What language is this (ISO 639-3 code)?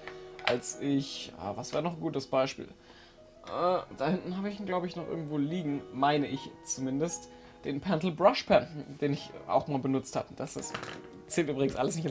deu